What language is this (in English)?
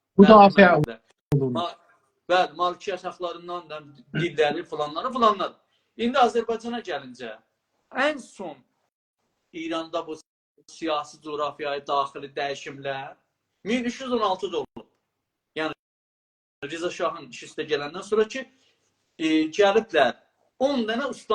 South Azerbaijani